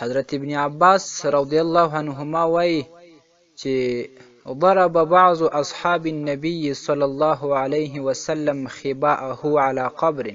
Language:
Pashto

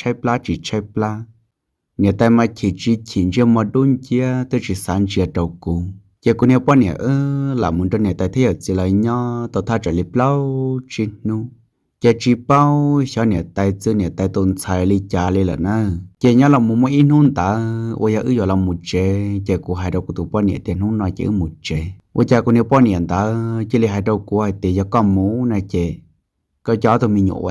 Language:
Hmong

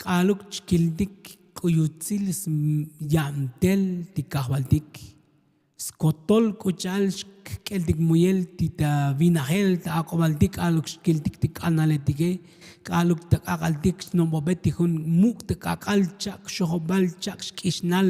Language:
Tzotzil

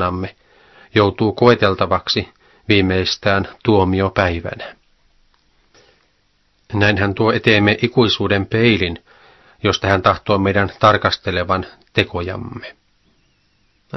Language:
Finnish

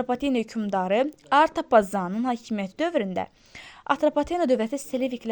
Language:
Azerbaijani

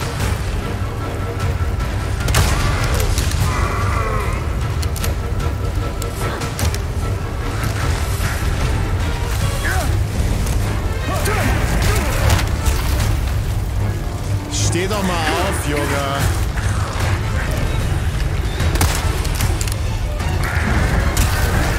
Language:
German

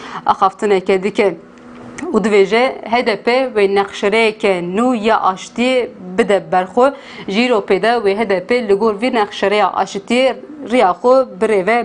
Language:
Kurdish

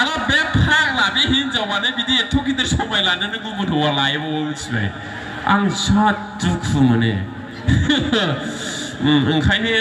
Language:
Bodo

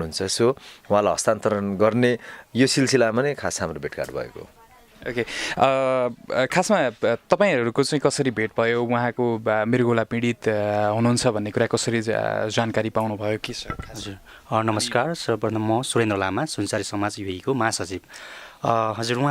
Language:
Nepali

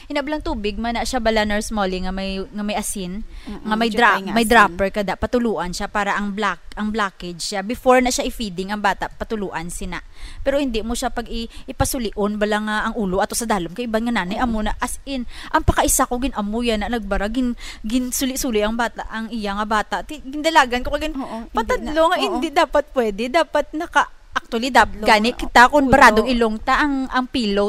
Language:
Hiligaynon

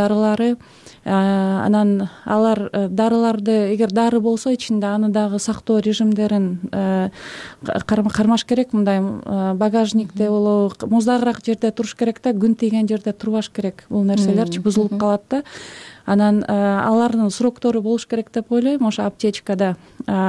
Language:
Kyrgyz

